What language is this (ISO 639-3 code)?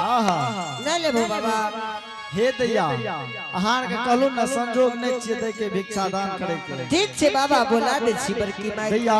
anp